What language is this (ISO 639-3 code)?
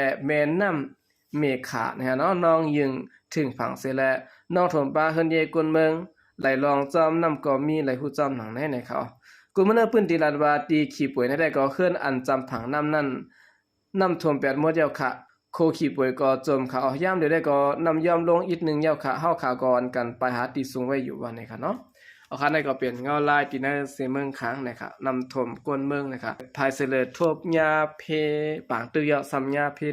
shn